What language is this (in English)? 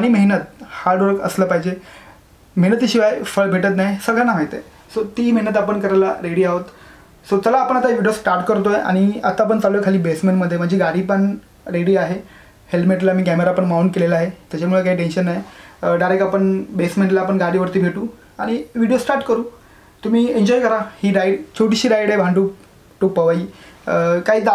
Marathi